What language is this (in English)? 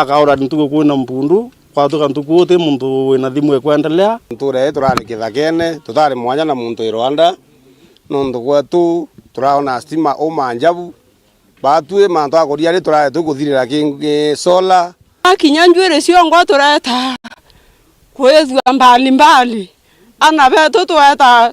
Meru